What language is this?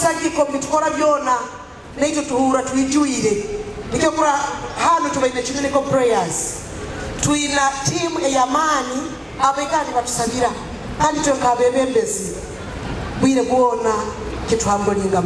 Nyoro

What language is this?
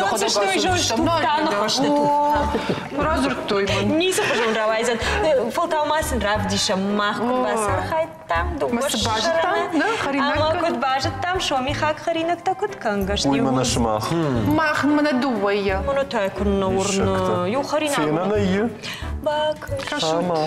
Ossetic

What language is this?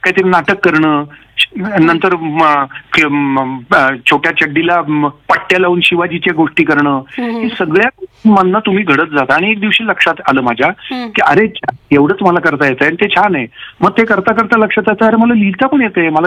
Marathi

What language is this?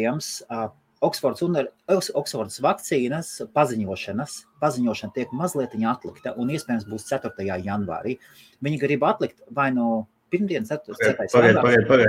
Latvian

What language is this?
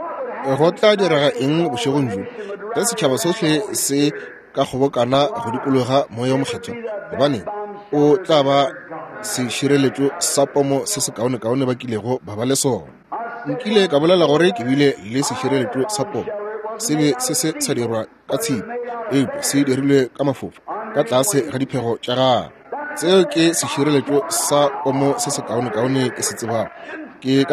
Northern Sotho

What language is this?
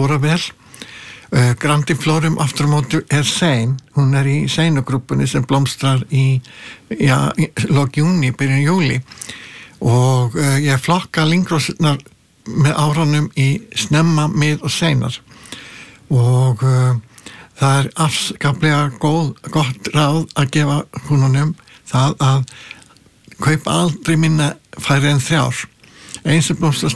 Icelandic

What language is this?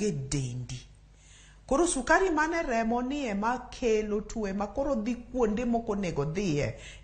Luo (Kenya and Tanzania)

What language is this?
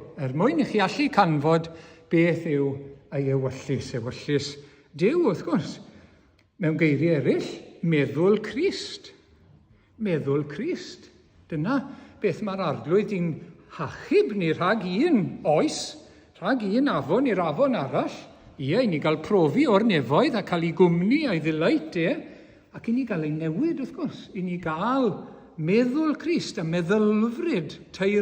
Welsh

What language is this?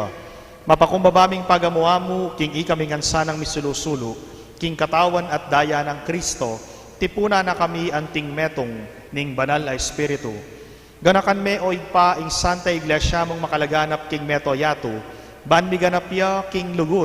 Pampanga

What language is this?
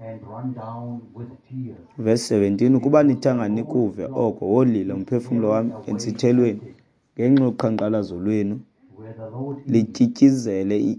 Xhosa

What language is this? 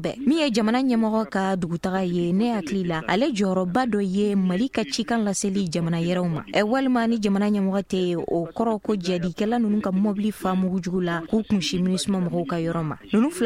Bambara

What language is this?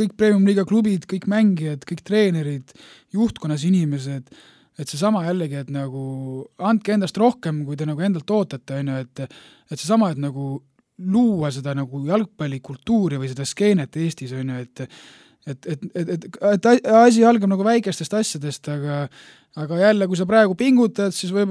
Estonian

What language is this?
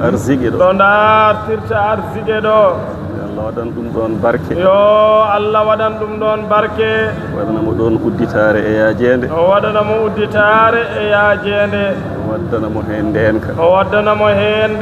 Fula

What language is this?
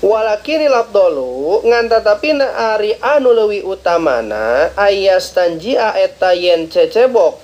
Sundanese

